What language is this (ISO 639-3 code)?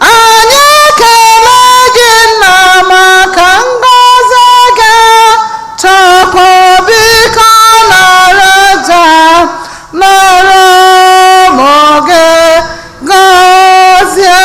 ibo